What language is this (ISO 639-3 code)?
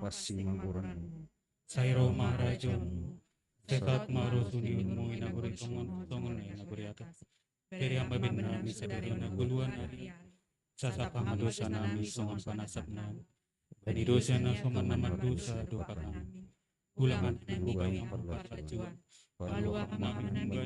bts